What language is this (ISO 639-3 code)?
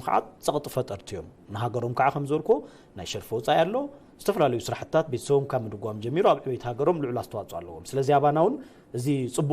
tir